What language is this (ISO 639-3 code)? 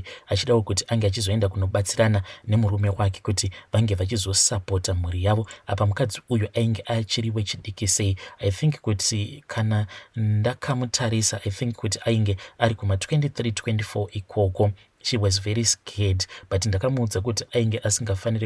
sna